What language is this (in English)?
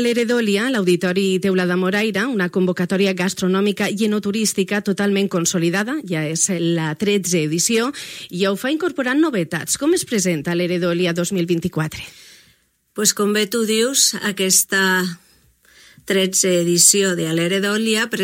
Catalan